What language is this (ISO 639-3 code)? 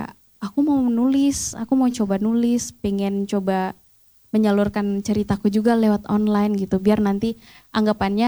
ind